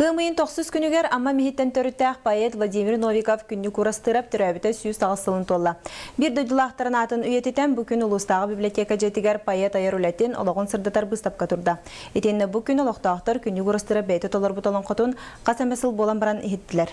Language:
Yakut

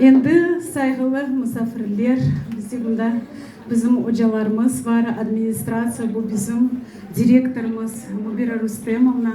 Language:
Crimean Tatar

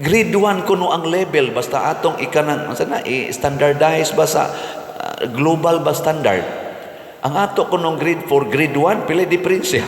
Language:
Cebuano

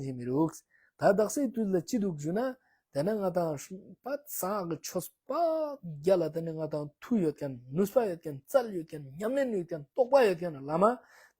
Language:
Ladakhi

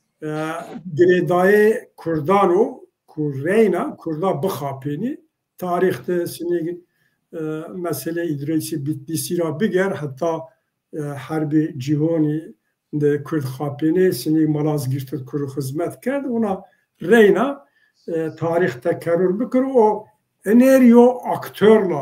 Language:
Zaza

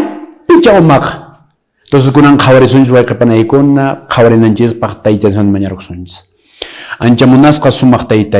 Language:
Quechua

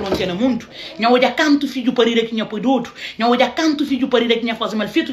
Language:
Kabuverdianu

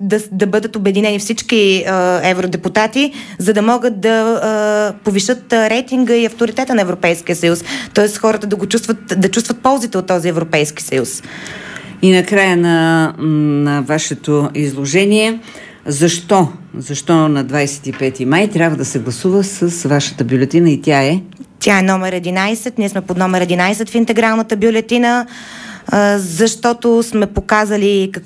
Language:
Bulgarian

